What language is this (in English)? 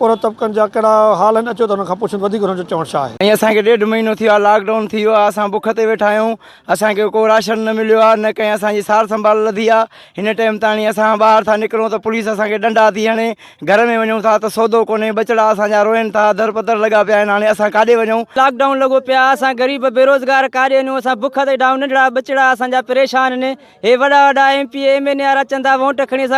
Sindhi